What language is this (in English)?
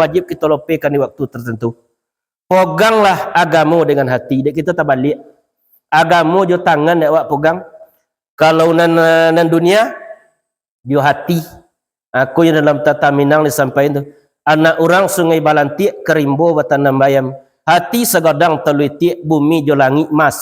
Minangkabau